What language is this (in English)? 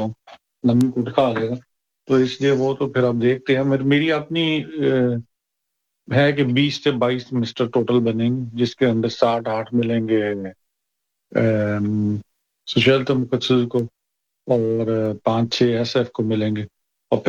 Urdu